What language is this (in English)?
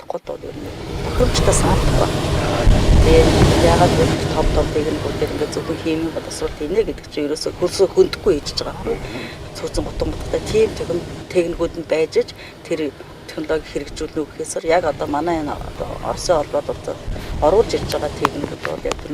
Mongolian